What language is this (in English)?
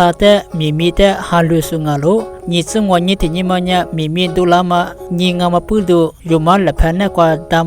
Lisu